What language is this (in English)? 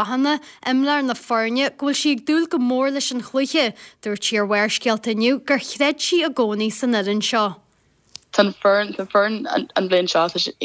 Irish